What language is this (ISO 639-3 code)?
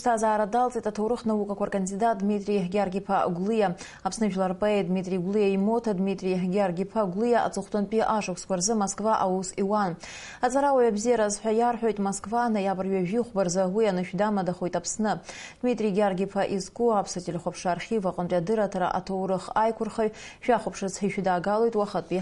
abk